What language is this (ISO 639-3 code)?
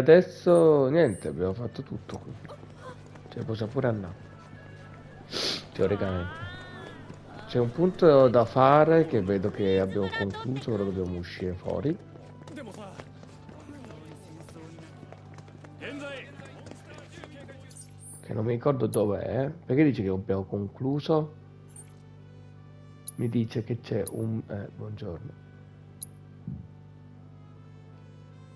ita